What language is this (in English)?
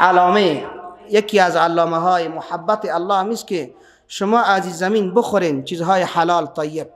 Persian